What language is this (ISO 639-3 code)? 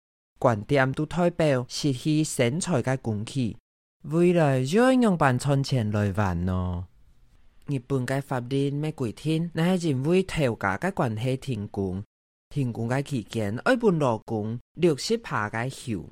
hak